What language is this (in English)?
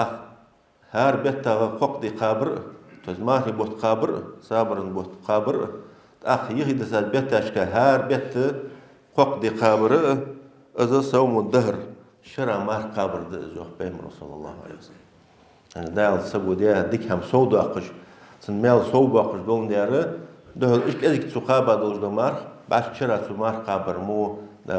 Ingush